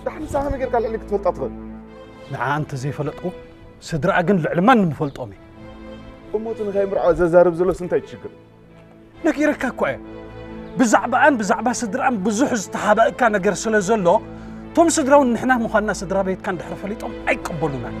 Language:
Tigrinya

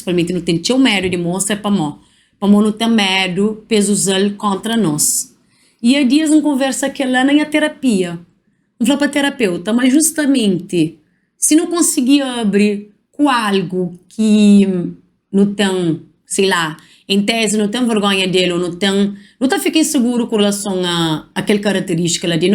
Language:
Kabuverdianu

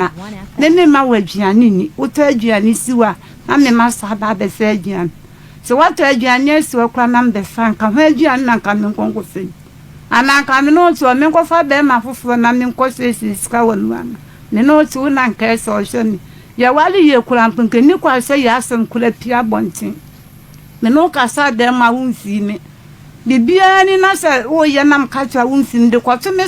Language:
Akan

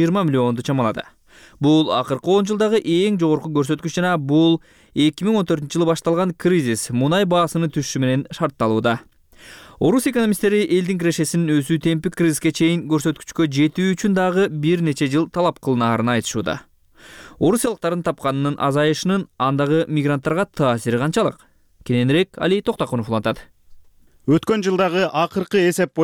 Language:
Kyrgyz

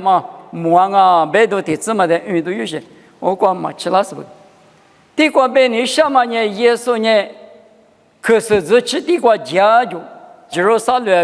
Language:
Lisu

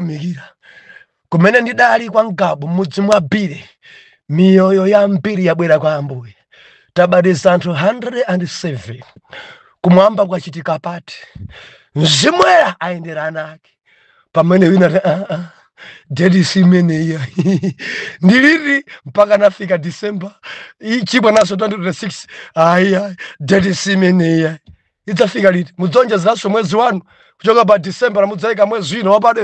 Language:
Nyanja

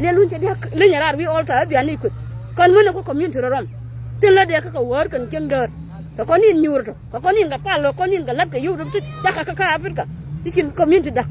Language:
Nuer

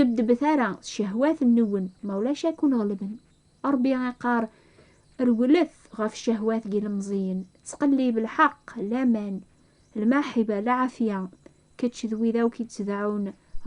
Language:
Kabyle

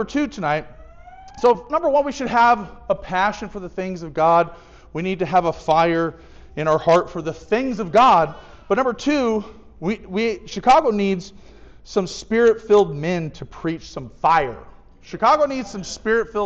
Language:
English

